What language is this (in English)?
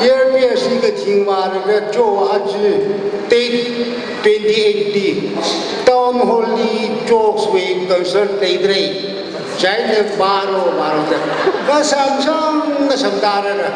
Tangkhul Naga (India)